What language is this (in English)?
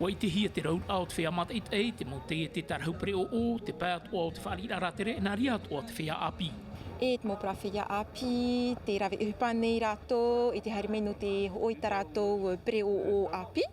Tahitian